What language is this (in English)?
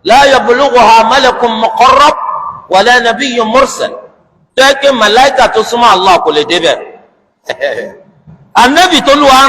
Yoruba